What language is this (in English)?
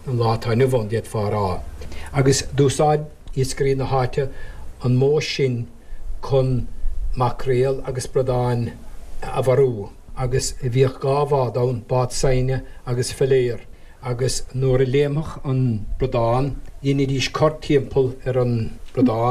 Irish